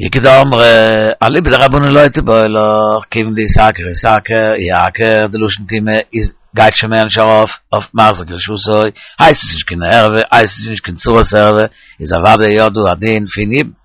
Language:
Yiddish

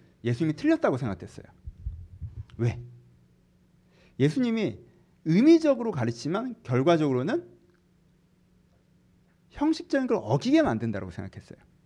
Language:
Korean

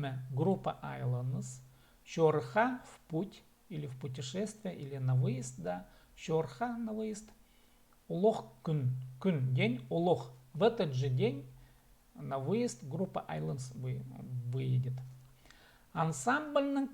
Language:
Khakas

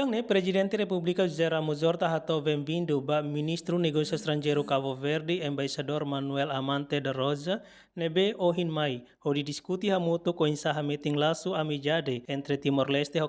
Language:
Tetum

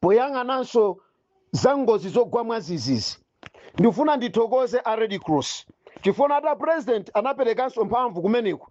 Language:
Nyanja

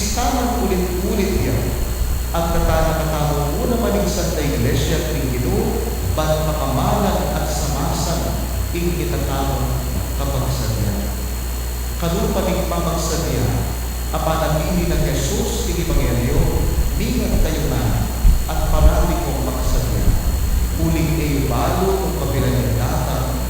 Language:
Pampanga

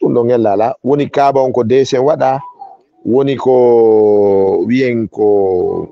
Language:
Fula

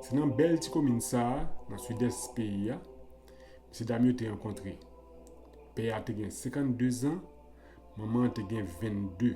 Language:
Haitian Creole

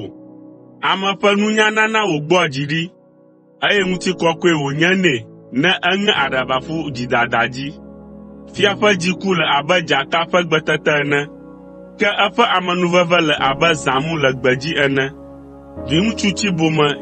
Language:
Ewe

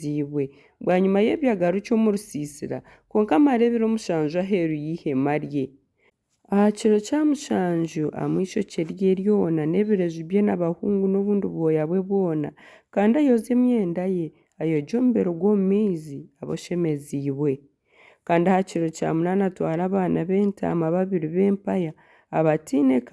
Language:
Nyankole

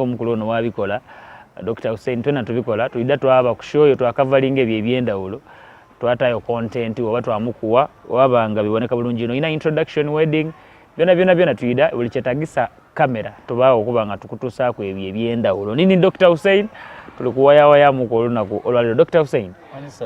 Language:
Soga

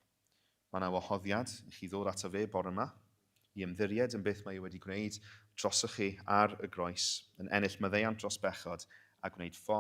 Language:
Welsh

